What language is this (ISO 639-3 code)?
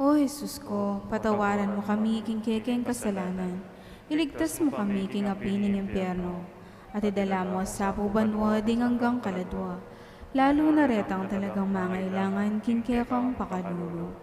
pam